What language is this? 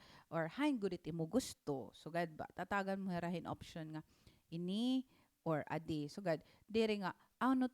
Waray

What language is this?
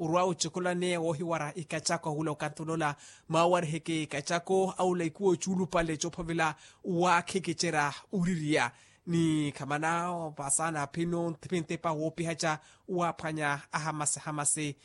Makhuwa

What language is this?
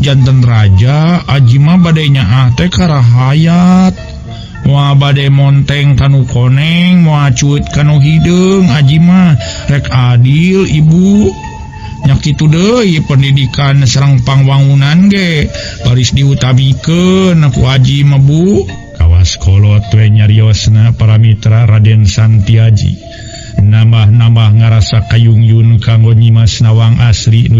Sundanese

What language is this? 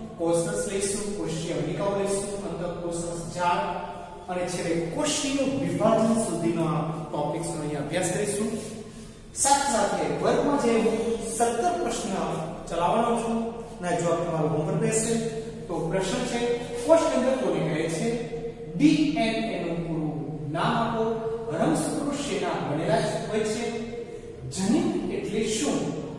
Gujarati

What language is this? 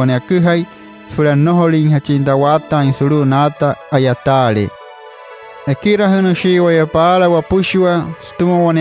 Wayuu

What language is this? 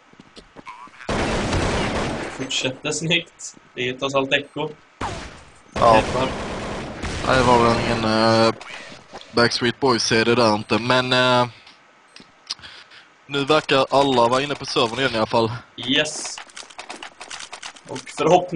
Swedish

